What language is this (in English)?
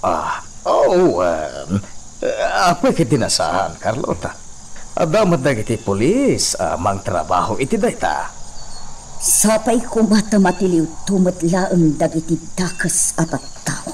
Iloko